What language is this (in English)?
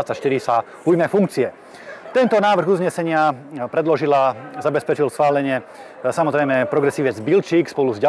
Slovak